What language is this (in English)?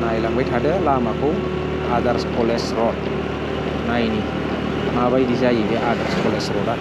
Bodo